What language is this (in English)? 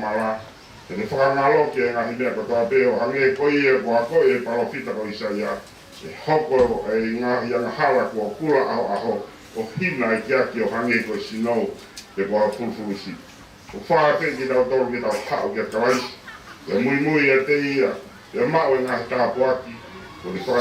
Tongan